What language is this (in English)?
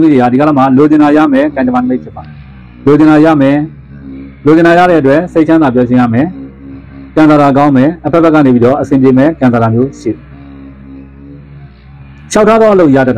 Burmese